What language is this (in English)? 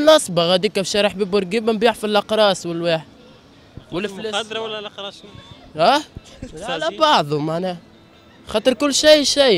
Tunisian Arabic